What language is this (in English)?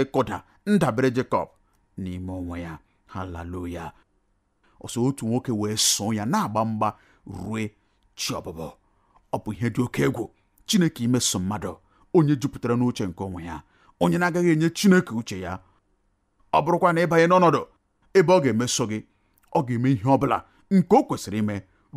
Igbo